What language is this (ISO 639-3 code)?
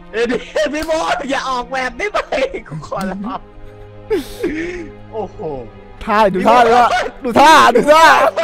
tha